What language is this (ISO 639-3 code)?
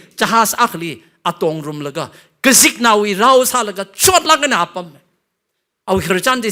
nmf